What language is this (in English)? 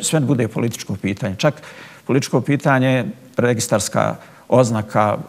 Bosnian